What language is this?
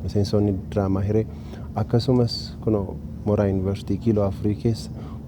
Oromo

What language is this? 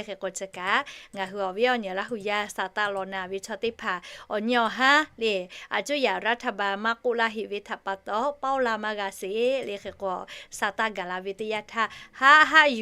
Lahu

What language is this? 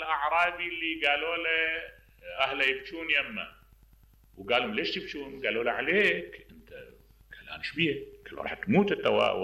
Mesopotamian Arabic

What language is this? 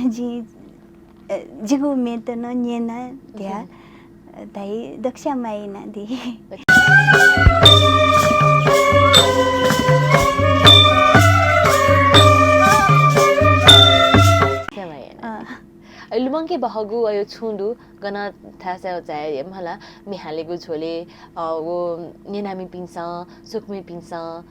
Newari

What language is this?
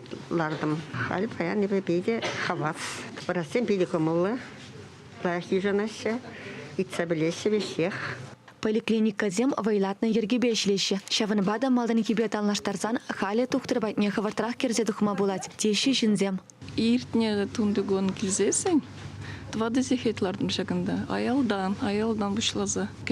Chuvash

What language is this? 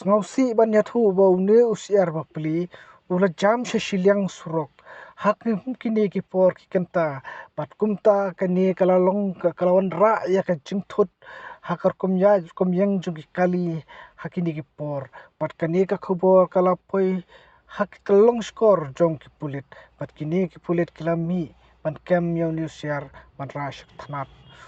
Khasi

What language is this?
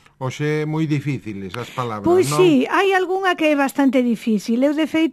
Galician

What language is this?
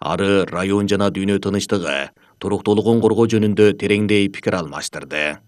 Kyrgyz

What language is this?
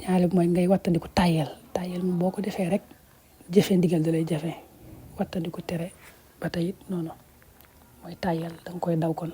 Wolof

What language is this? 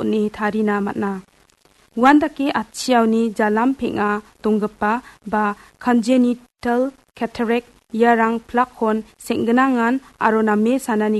Garo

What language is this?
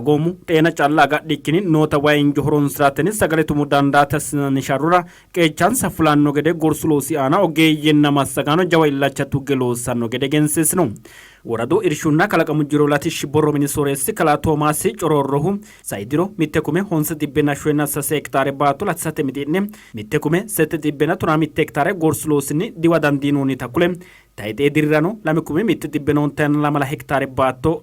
Sidamo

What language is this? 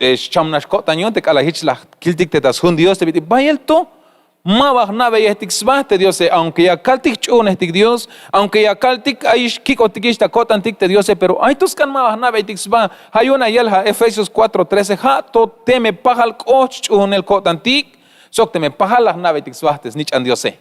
Tzeltal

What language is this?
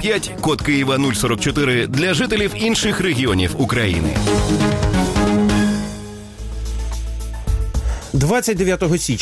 Ukrainian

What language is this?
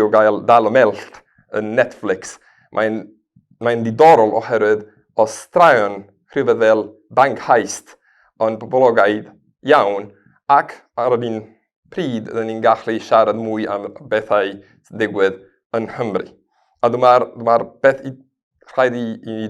Welsh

